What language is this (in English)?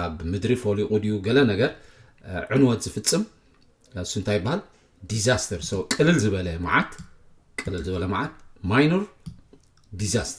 Tigrinya